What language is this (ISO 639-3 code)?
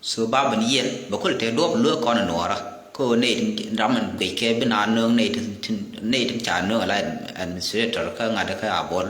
nus